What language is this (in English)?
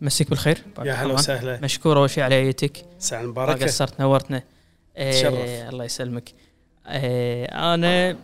Gulf Arabic